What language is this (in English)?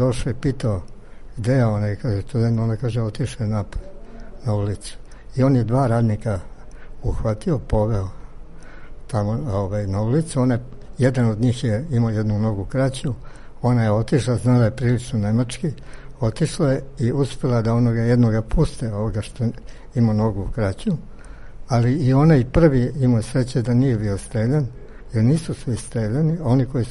Serbian